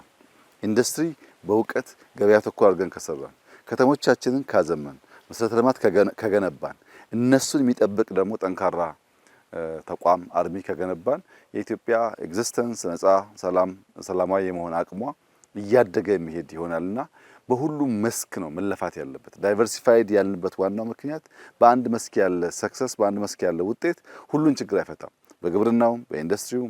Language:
Amharic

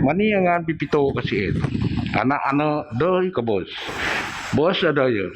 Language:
Biatah Bidayuh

